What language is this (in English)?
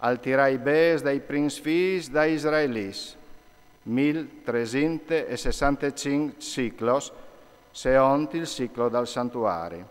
Friulian